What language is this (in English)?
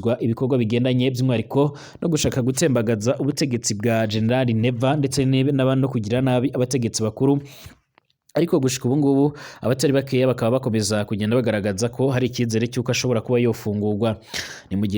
Rundi